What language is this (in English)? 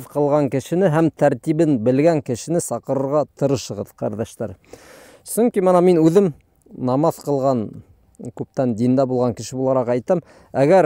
Bashkir